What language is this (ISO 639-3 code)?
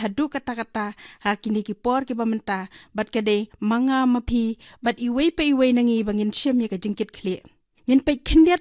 kha